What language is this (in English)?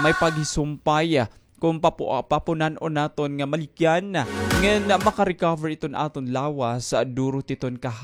Waray